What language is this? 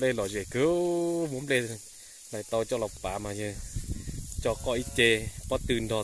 Hmong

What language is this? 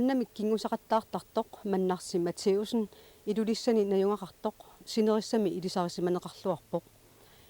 Kalaallisut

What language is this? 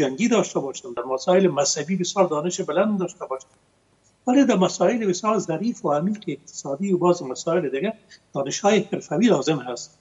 Persian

